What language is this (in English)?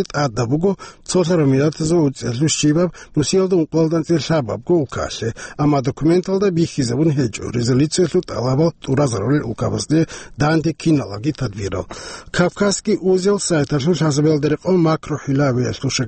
Avaric